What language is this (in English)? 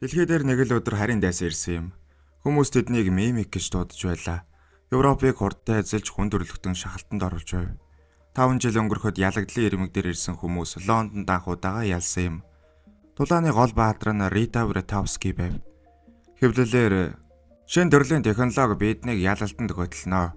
Mongolian